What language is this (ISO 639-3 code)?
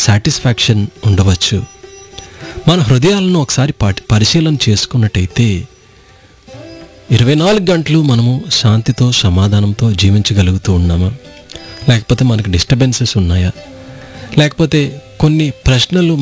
tel